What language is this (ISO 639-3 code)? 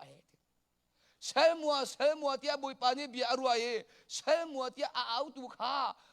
cnh